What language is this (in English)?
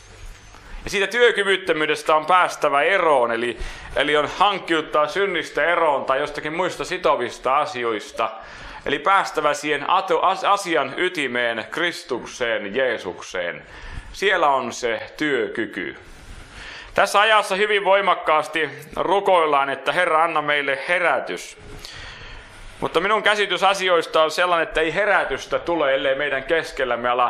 Finnish